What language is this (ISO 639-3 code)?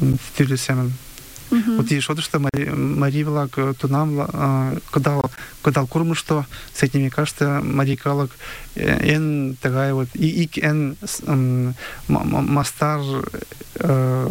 chm